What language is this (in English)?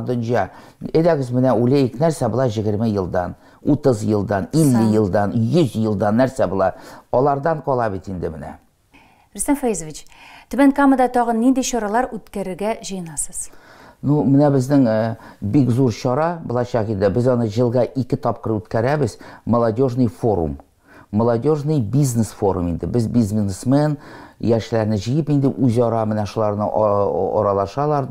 Tatar